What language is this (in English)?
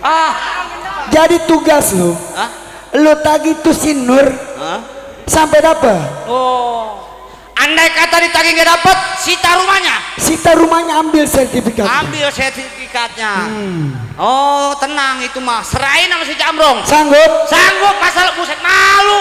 Betawi